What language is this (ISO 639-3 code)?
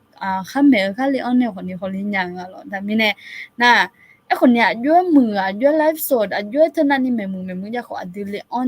ahk